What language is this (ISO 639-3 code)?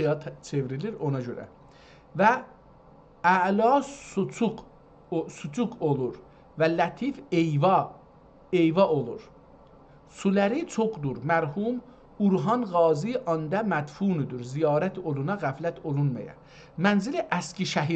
azb